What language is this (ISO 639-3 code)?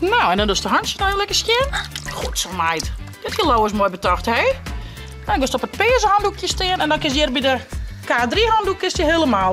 fry